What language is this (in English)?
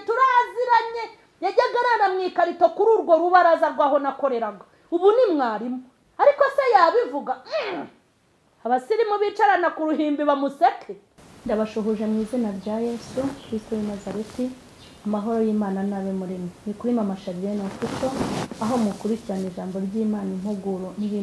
Kinyarwanda